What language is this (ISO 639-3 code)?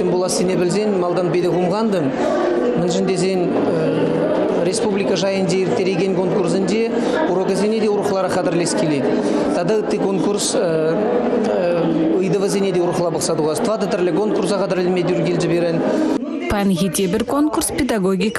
chv